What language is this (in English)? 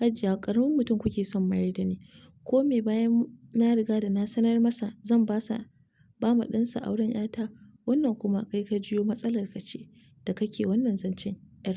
Hausa